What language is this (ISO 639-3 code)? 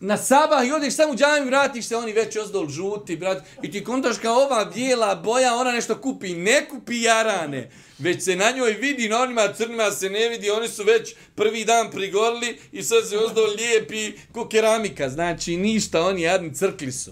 bos